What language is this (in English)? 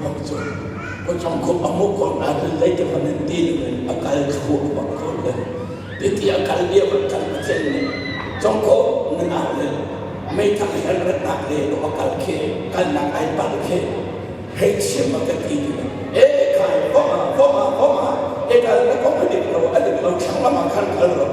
Hakha Chin